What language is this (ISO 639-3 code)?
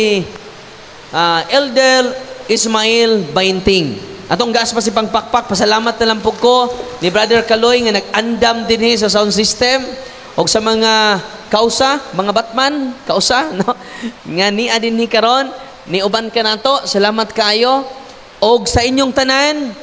ceb